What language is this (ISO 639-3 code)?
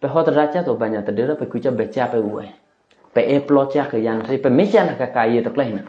eky